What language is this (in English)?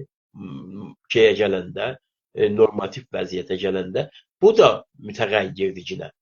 South Azerbaijani